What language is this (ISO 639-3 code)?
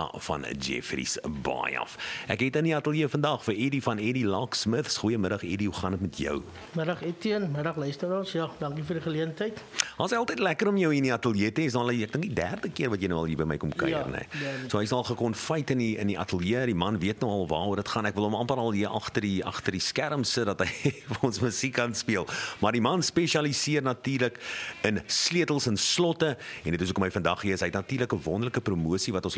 afr